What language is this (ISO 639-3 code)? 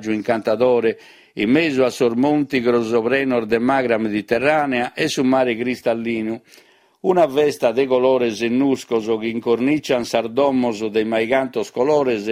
srd